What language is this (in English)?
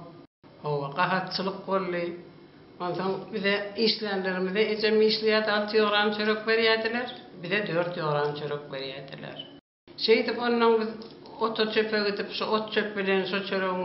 Turkmen